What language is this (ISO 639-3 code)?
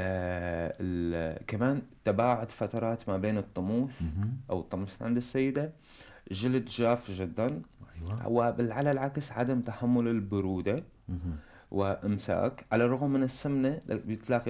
apc